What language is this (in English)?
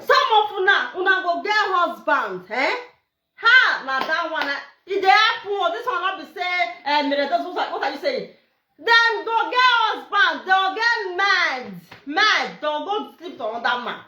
Nigerian Pidgin